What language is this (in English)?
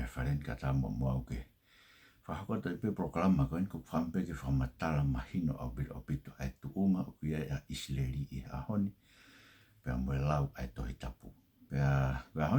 Tongan